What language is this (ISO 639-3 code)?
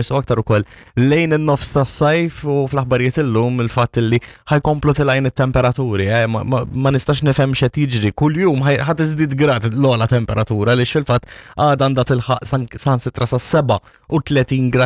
mlt